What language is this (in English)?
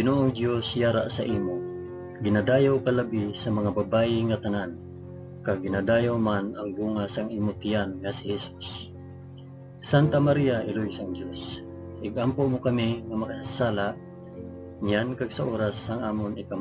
Hiligaynon